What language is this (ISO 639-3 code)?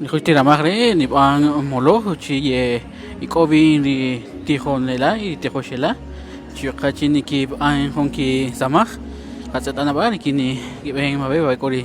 cak